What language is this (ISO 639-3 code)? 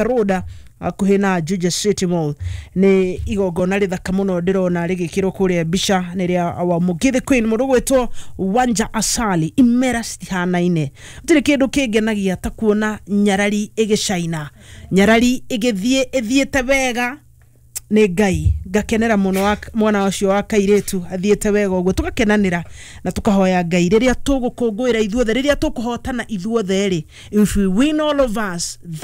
kik